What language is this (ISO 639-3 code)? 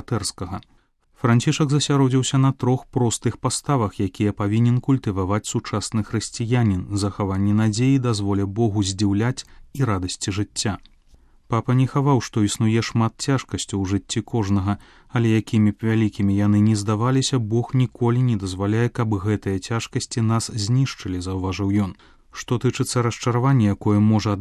bel